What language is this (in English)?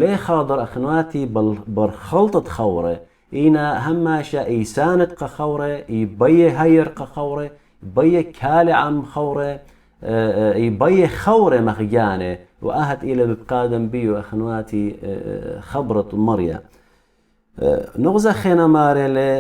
Assyrian Neo-Aramaic